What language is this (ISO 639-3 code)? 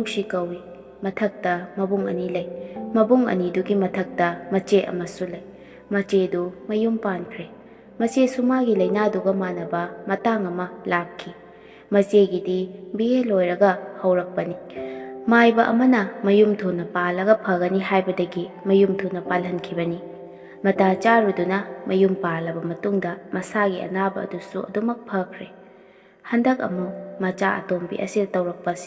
mni